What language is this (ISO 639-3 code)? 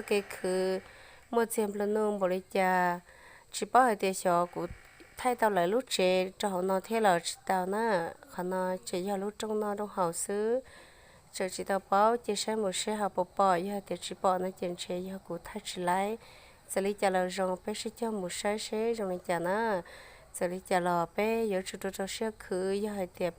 hmn